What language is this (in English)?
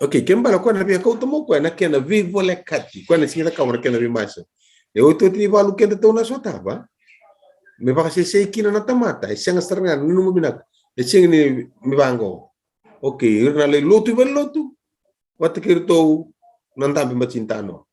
Fijian